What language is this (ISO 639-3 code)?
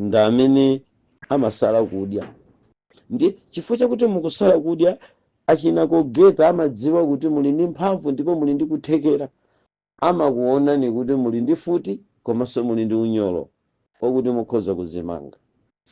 nya